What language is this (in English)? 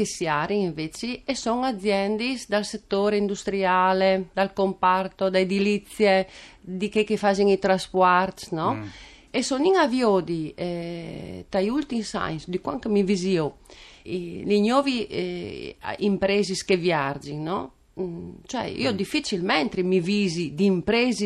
Friulian